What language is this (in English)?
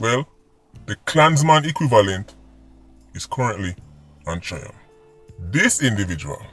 Jamaican Creole English